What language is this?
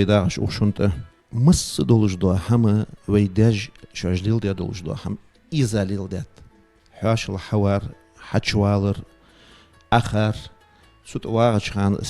Ingush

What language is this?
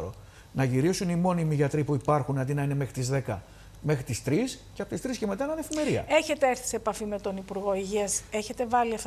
Greek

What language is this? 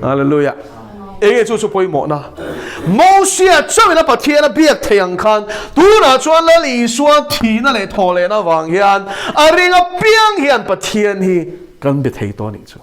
Mizo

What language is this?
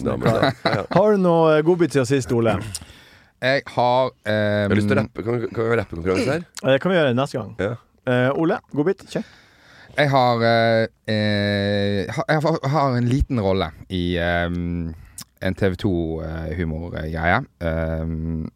Norwegian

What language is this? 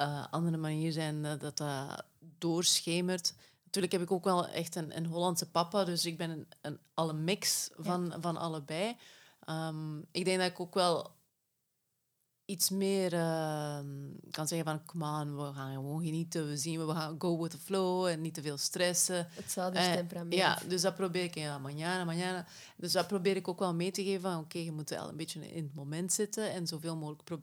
Dutch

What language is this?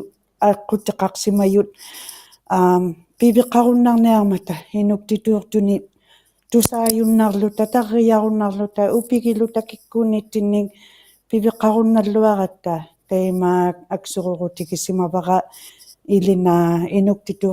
Inuktitut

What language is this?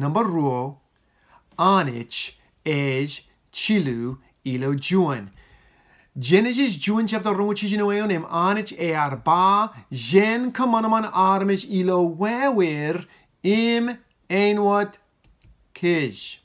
Marshallese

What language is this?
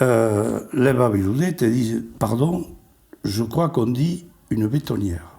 Occitan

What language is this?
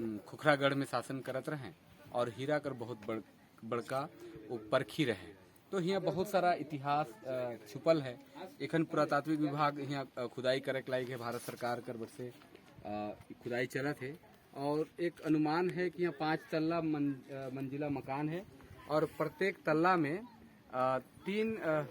Sadri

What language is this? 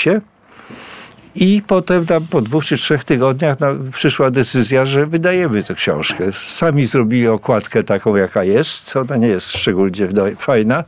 Polish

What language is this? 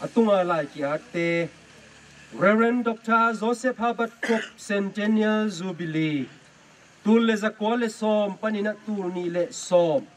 Tedim Chin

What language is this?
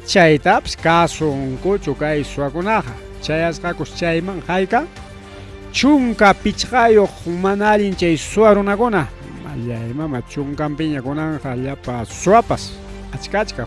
Ayacucho Quechua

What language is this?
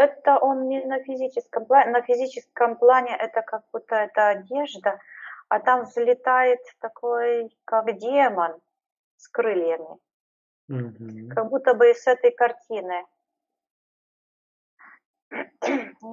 Russian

